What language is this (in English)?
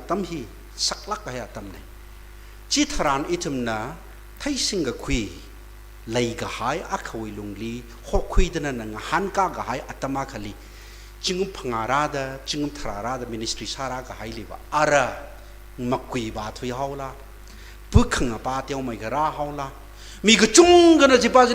Tangkhul Naga (India)